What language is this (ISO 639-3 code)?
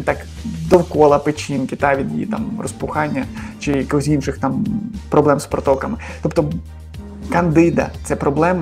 ukr